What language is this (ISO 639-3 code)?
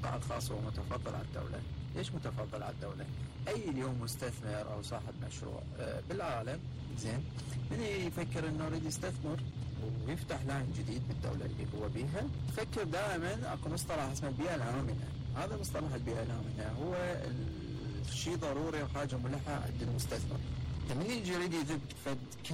acm